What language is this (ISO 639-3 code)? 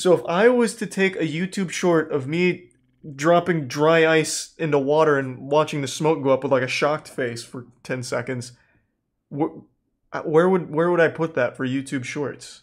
eng